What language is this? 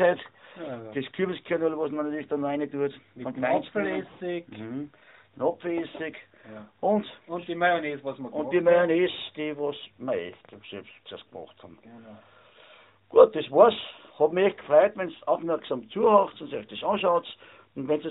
German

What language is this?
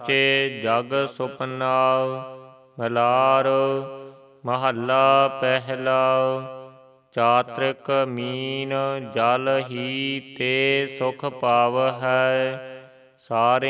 Punjabi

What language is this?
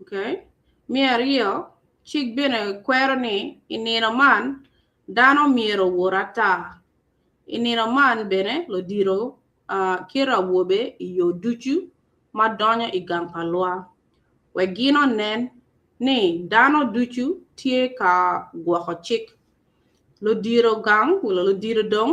Acoli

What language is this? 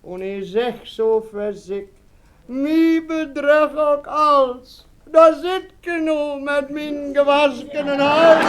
Westphalien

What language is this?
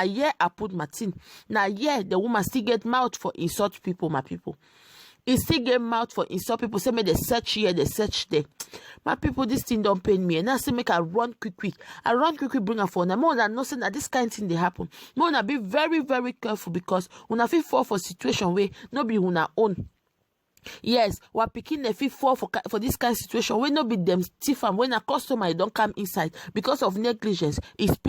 Nigerian Pidgin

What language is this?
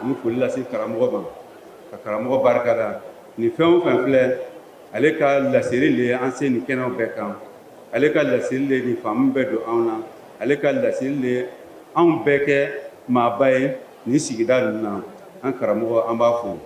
Bambara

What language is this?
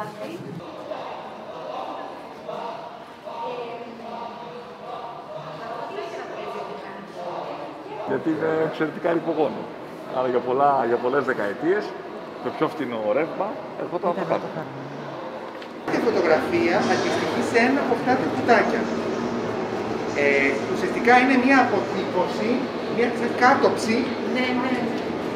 Greek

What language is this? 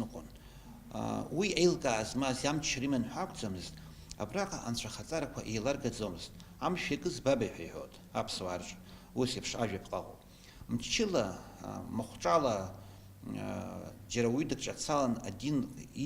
Abkhazian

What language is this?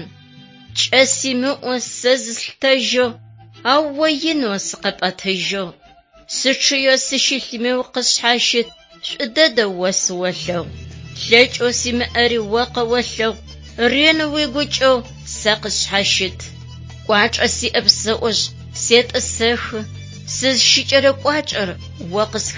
Adyghe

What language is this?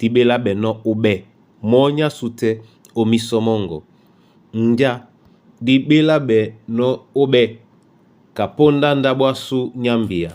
Duala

